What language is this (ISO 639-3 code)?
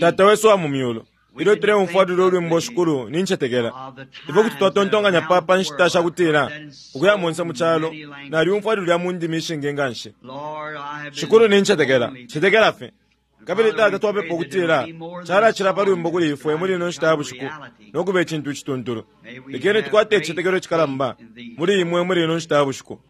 bem